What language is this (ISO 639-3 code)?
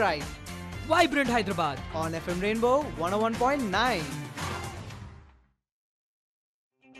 tel